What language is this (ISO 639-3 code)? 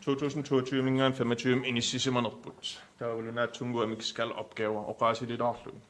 kal